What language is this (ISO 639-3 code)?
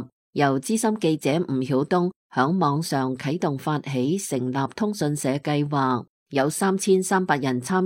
yue